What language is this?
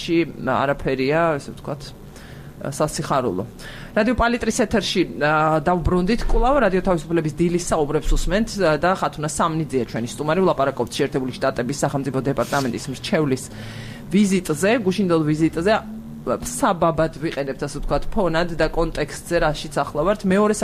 Georgian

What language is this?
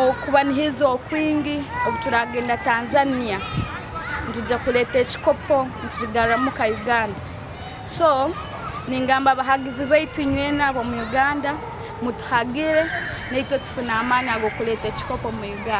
Nyankole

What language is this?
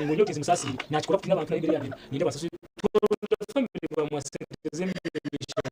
Nyankole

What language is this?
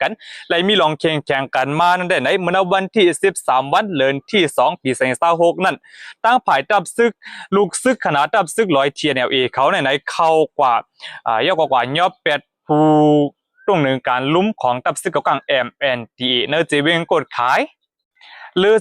Shan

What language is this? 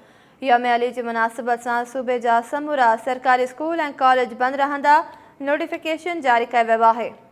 Sindhi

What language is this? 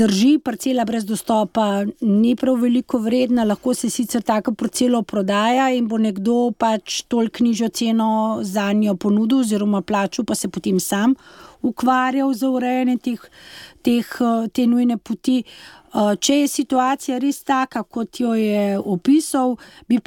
Slovenian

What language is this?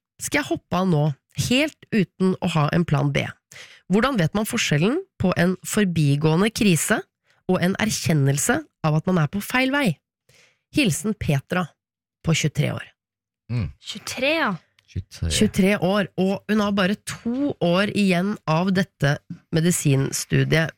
Norwegian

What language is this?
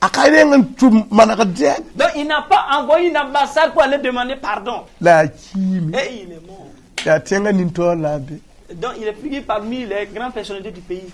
Mossi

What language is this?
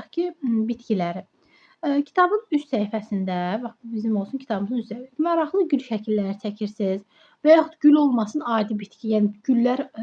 Azerbaijani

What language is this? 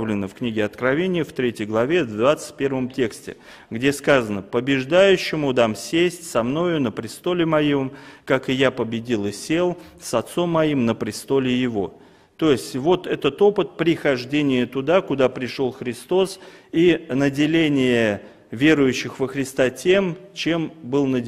Russian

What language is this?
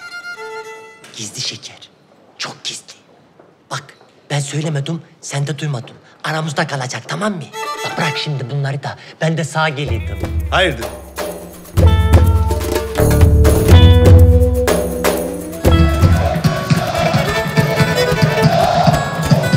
Turkish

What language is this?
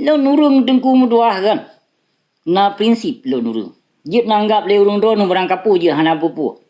Achinese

